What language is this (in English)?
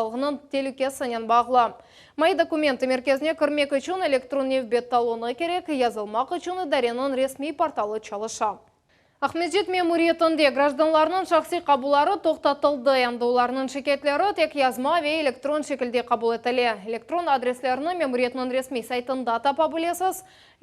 Crimean Tatar